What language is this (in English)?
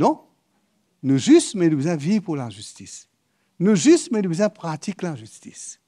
Morisyen